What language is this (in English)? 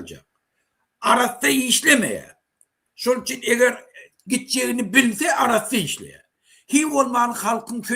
Turkmen